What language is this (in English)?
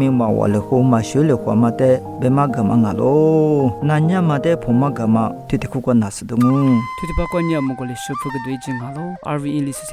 Lisu